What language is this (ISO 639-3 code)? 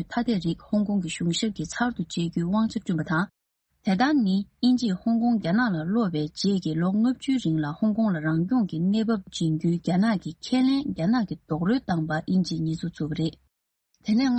bod